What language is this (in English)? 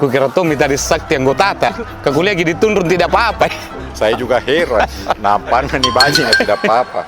Makassar Malay